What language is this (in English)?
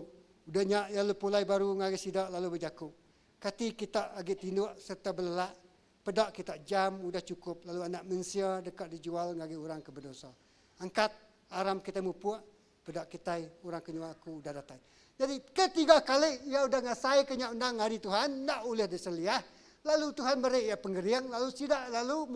Iban